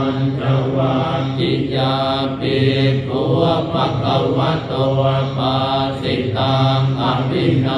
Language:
Pali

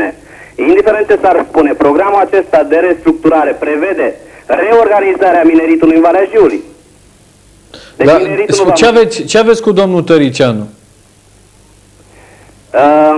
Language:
Romanian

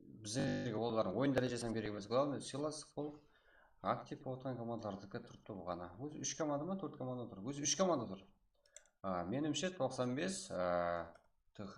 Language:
Kara-Kalpak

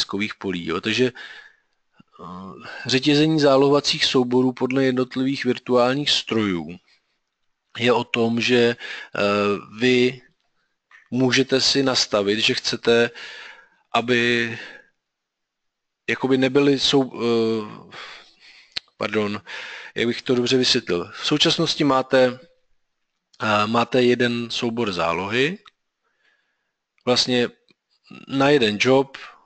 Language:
Czech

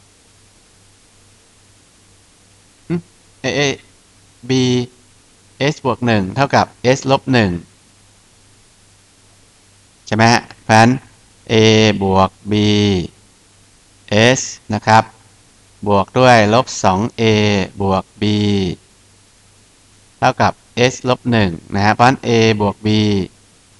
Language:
Thai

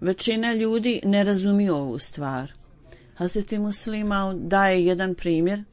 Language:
Bosnian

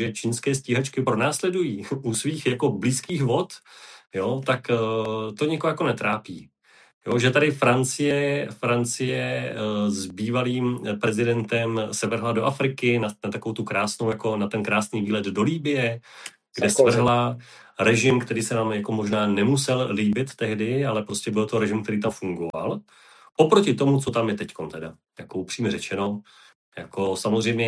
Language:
Czech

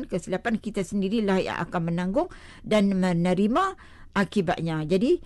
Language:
Malay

